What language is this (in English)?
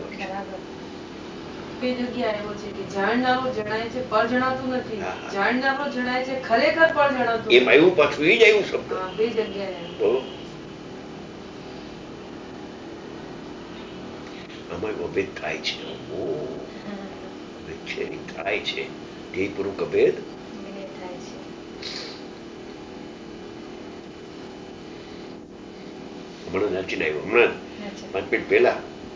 Gujarati